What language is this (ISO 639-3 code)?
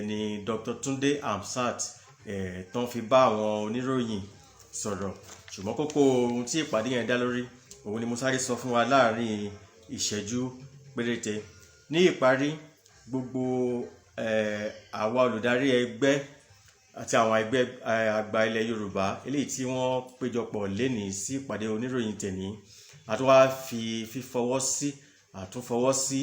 yor